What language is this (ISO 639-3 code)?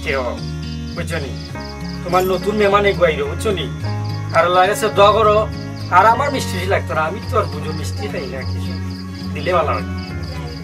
syl